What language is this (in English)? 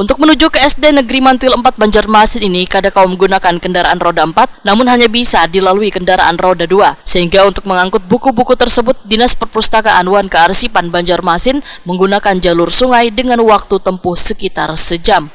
Banjar